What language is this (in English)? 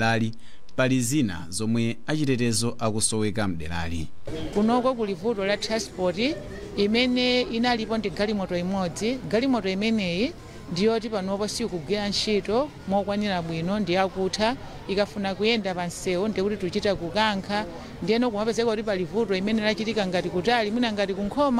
Nyanja